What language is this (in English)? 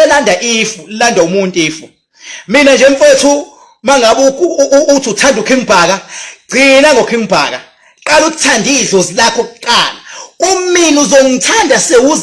Zulu